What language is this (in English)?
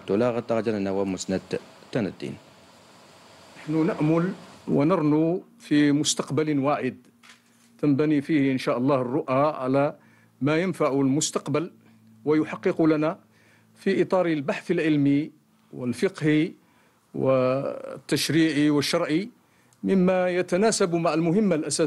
Arabic